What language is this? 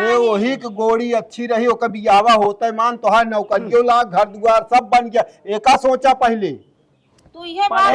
Awadhi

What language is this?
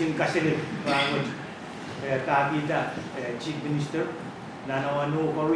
Pohnpeian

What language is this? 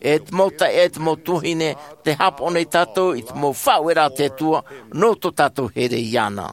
Tahitian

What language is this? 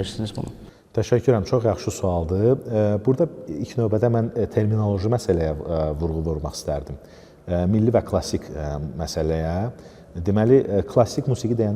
Azerbaijani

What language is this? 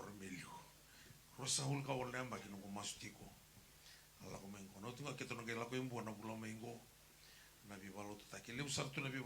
Fijian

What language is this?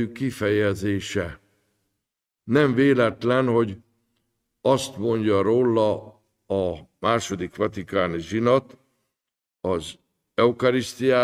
Hungarian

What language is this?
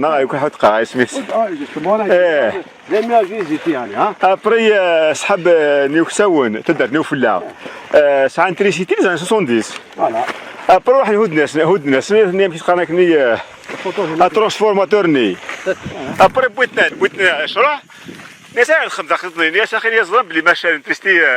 Kabyle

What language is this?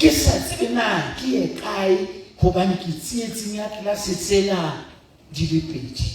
Southern Sotho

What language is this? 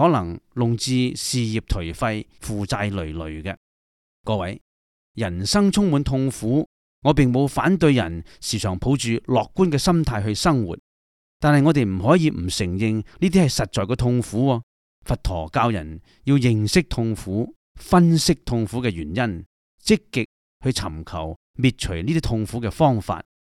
Cantonese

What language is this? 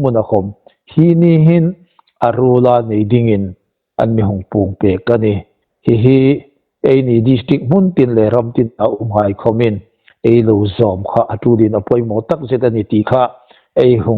Hmar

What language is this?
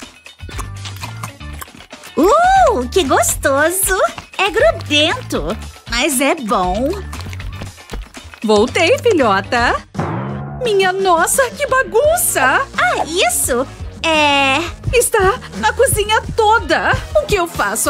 Portuguese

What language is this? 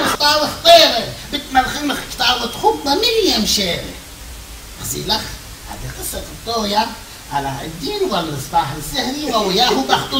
Assyrian Neo-Aramaic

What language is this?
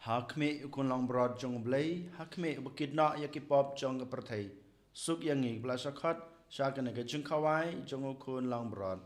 Khasi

